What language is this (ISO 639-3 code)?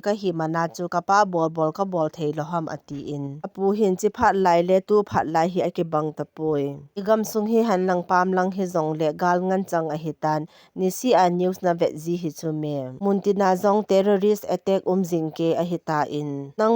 tcz